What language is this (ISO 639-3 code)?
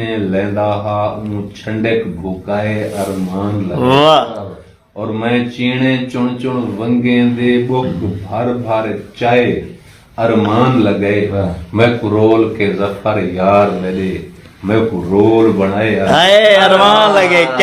skr